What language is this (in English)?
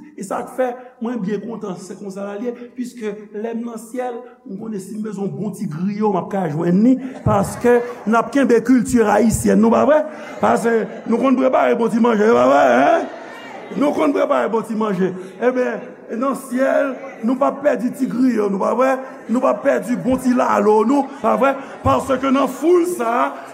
Haitian Creole